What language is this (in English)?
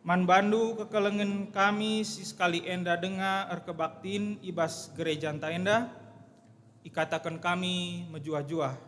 Batak Karo